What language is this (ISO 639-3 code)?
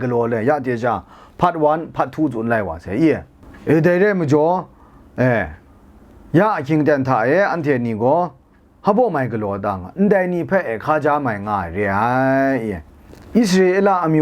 kac